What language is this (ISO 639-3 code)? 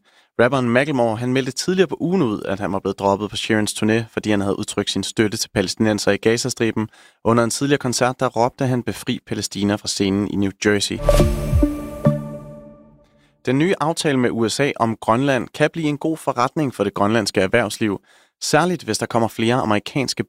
dan